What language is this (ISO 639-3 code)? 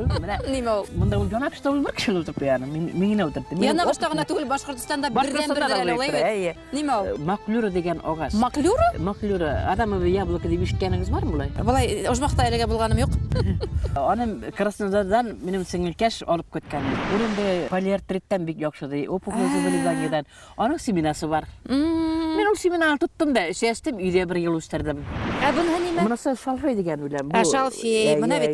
bak